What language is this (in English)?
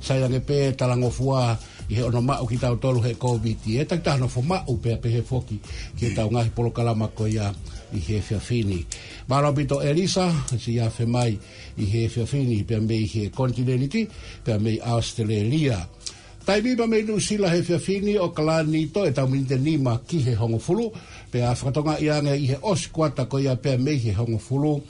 Tongan